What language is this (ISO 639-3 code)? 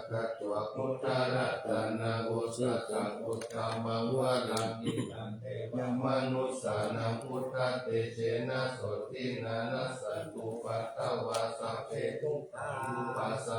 pli